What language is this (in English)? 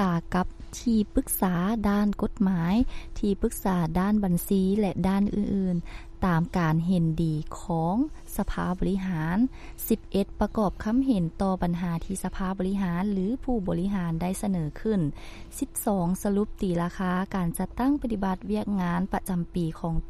Lao